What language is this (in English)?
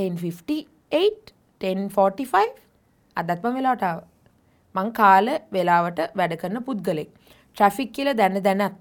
Sinhala